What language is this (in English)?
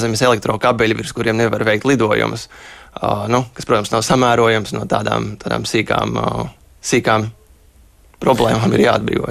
Latvian